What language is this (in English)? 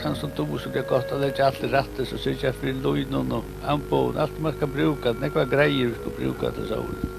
Faroese